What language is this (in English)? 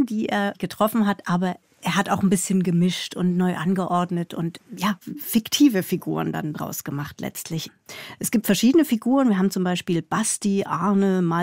Swiss German